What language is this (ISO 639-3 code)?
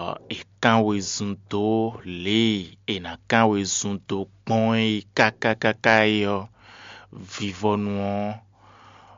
fon